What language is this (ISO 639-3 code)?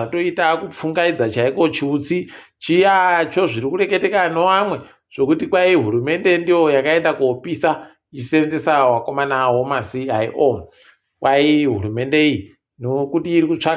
ndc